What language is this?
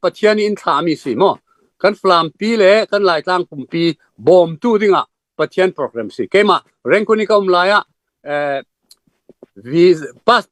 Falam Chin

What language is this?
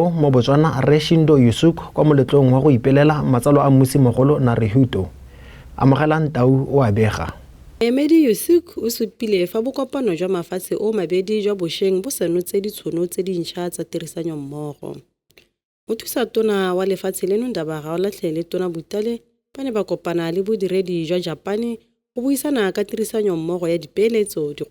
Tswana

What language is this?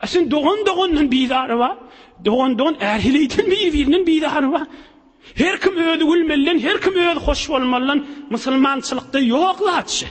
Turkmen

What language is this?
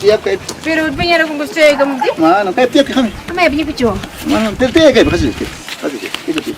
Ayacucho Quechua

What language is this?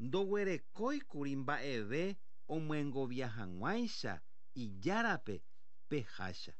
Guarani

